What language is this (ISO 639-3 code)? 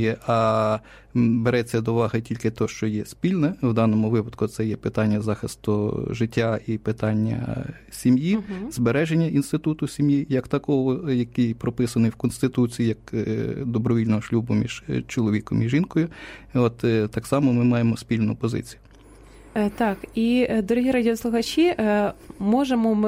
ukr